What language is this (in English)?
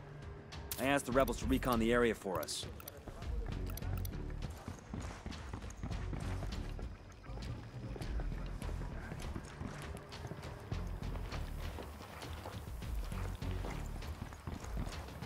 English